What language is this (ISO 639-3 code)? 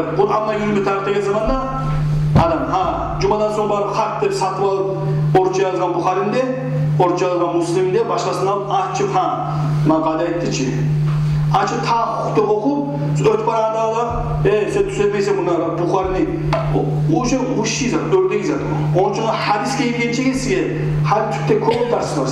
kum